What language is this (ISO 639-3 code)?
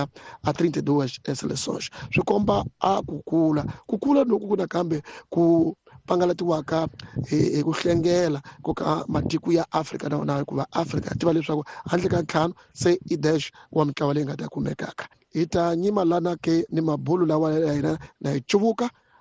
tso